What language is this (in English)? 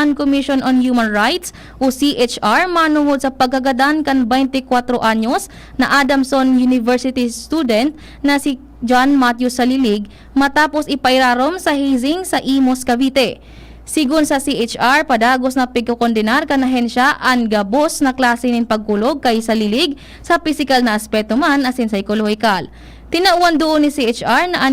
Bikol